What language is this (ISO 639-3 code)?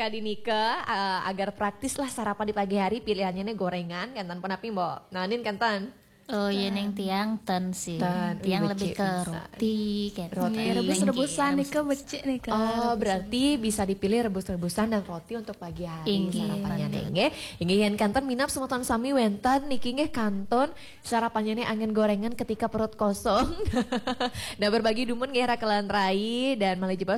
ban